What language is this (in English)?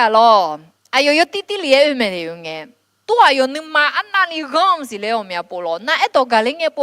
Akha